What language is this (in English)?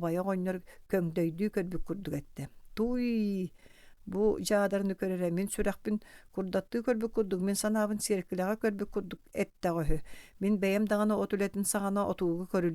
Yakut